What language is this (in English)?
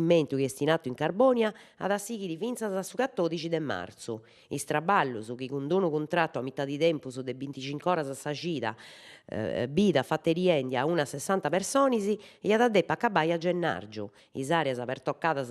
Sardinian